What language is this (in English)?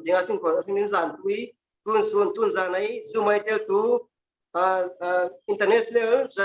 Falam Chin